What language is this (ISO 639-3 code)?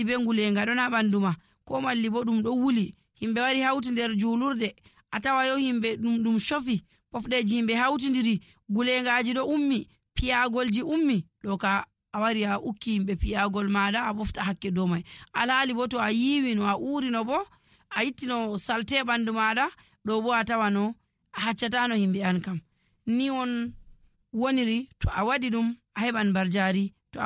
fuv